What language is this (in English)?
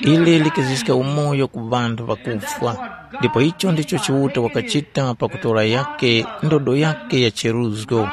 Tumbuka